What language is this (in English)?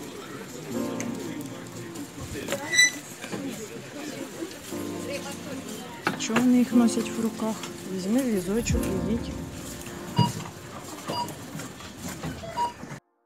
Ukrainian